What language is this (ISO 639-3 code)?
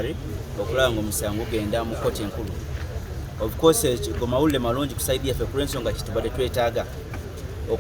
lug